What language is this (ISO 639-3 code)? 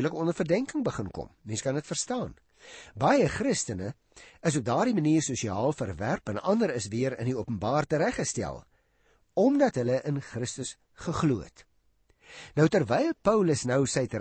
afr